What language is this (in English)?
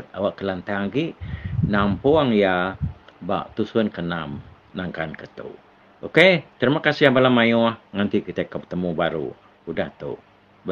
Iban